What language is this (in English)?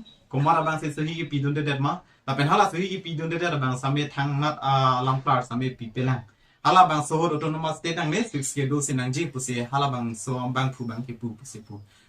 Karbi